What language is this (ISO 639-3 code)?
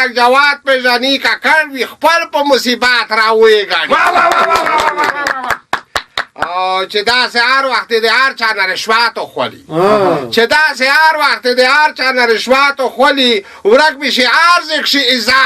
pus